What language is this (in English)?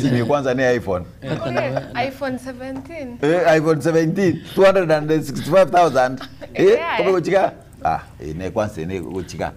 Gusii